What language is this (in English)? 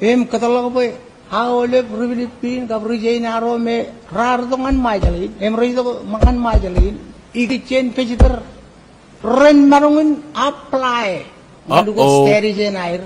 Marshallese